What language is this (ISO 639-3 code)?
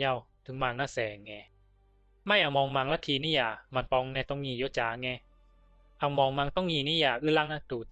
bzi